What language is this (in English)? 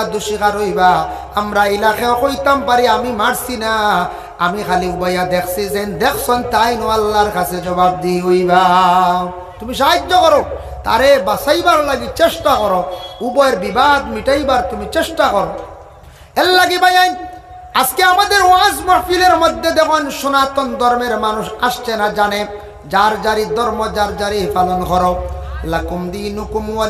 Sylheti